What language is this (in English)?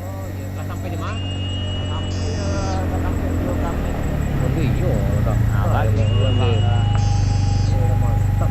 Minangkabau